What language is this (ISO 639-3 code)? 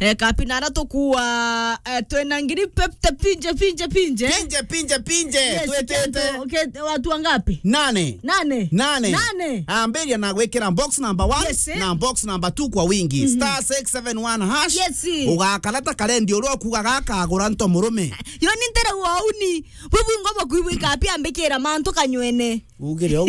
mer